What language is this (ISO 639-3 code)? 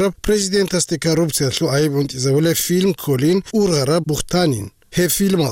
ava